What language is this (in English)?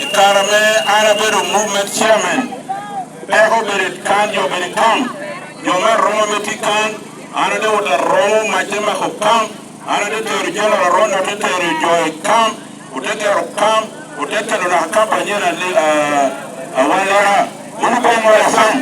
Lango (Uganda)